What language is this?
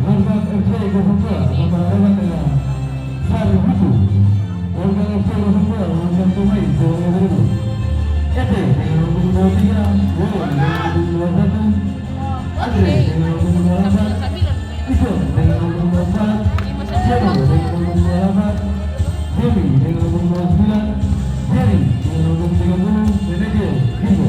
Ambonese Malay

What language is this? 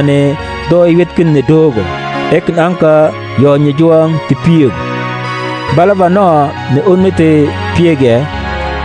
Mabaan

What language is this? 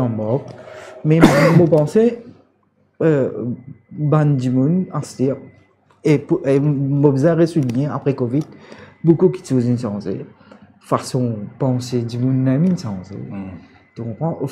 Morisyen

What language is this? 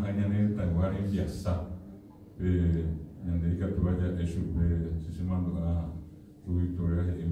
Guarani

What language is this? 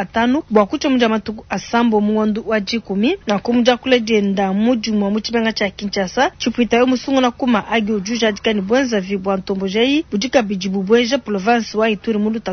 Luba-Lulua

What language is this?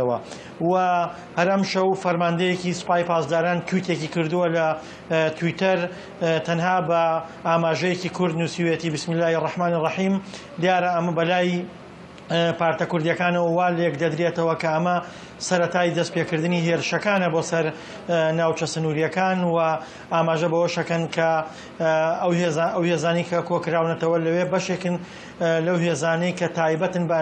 Kurdish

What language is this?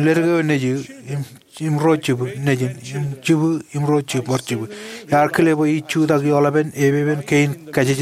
Marshallese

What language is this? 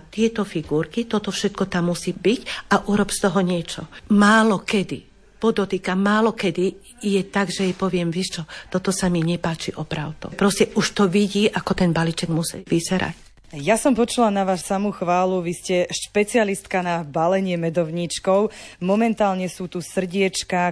Slovak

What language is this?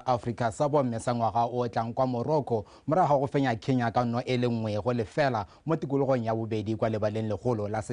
Tswana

